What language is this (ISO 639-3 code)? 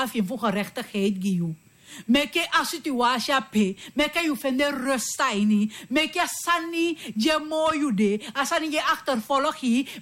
srn